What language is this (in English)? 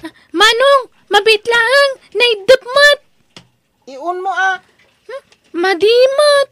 Iloko